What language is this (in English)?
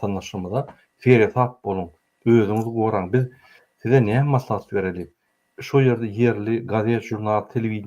Turkmen